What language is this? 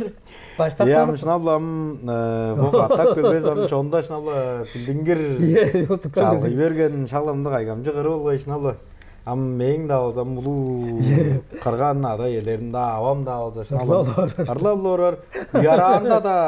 Tuvinian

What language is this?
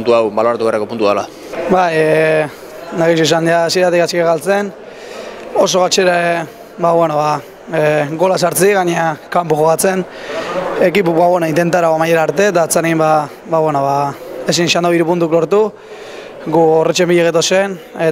Basque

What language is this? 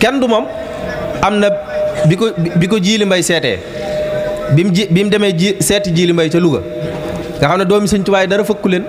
Wolof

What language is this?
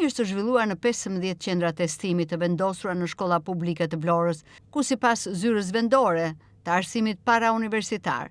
Albanian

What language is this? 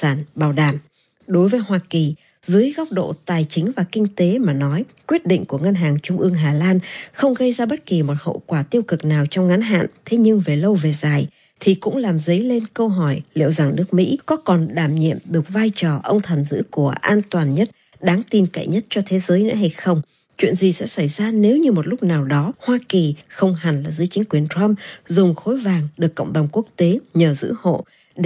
Vietnamese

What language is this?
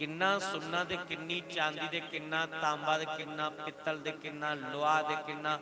Dogri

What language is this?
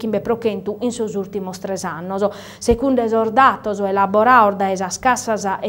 Sardinian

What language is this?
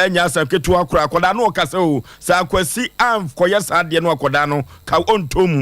Akan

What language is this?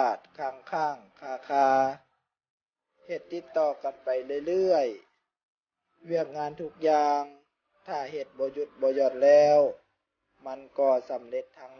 Lao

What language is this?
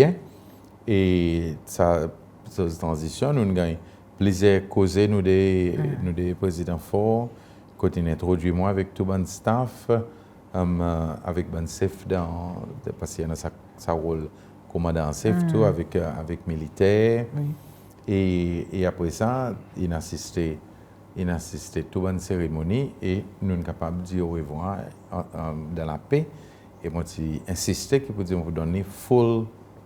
Seselwa Creole French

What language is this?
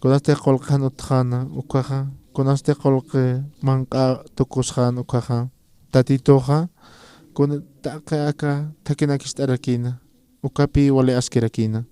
Aymara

